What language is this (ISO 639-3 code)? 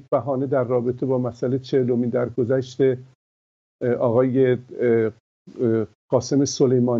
fas